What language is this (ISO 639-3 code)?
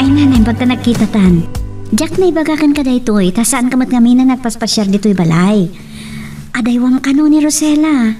ilo